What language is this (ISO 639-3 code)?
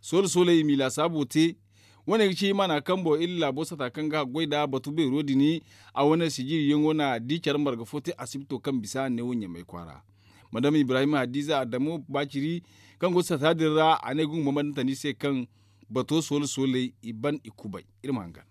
dje